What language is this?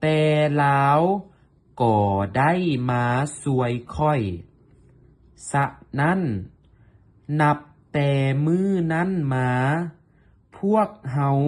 Lao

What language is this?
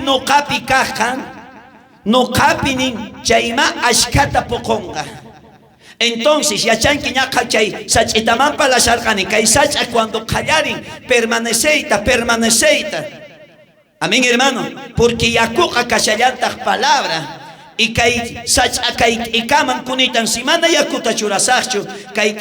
South Bolivian Quechua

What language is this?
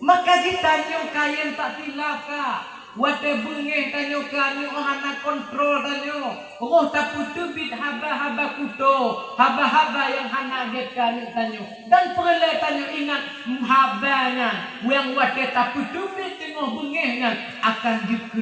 Achinese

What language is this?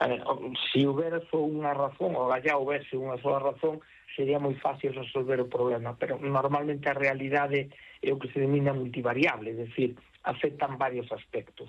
Galician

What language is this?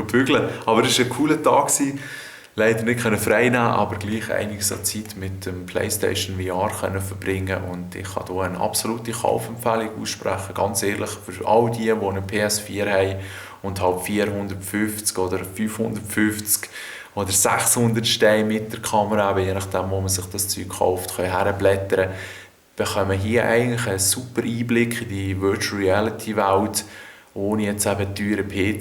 Swiss German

